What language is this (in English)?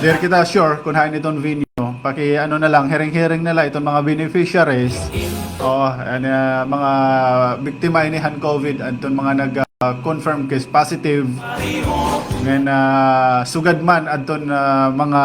Waray